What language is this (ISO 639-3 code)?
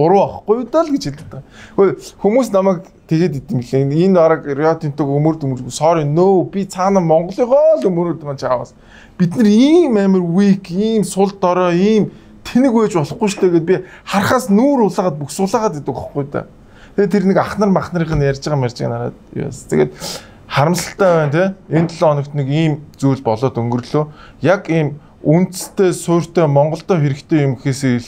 mon